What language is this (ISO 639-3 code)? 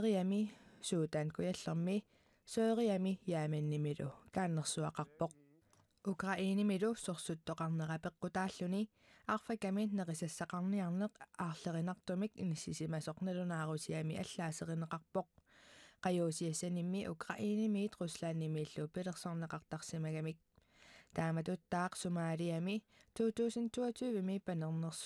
kal